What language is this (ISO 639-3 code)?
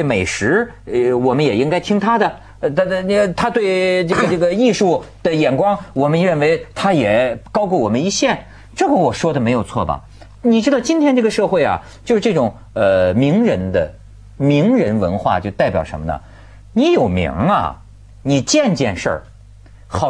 zho